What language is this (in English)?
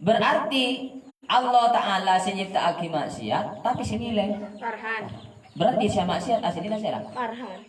Madurese